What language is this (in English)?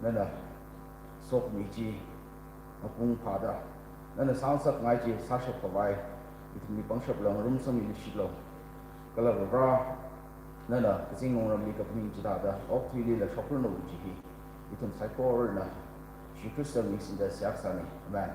Tangkhul Naga (India)